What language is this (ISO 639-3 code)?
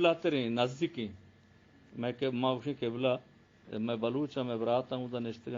bgp